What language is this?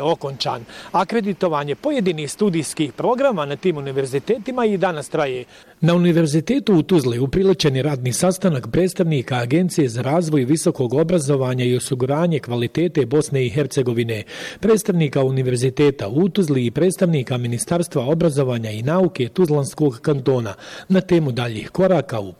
Bosnian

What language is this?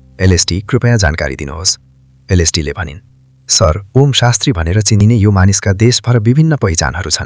Nepali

